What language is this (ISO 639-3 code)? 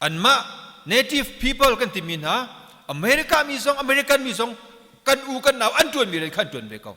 cnh